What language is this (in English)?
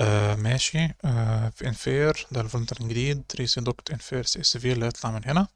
Egyptian Arabic